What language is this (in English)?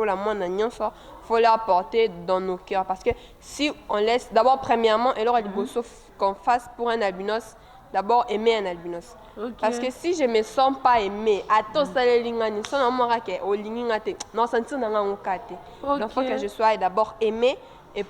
Lingala